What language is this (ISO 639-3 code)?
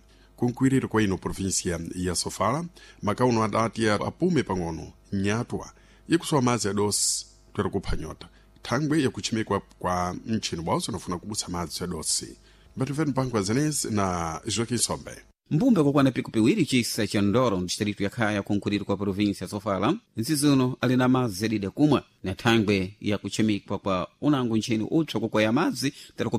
seh